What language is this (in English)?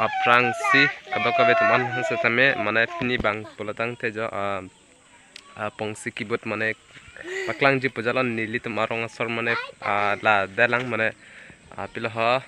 Karbi